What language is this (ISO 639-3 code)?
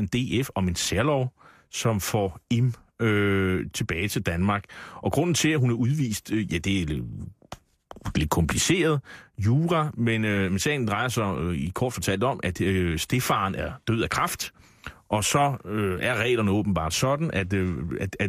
dan